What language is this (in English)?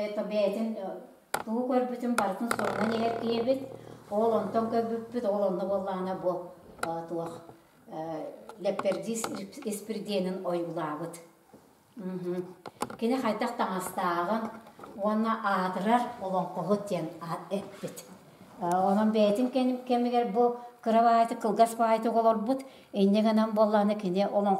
Yakut